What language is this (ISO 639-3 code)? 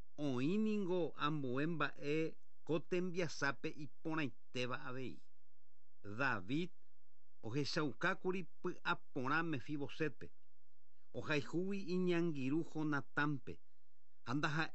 grn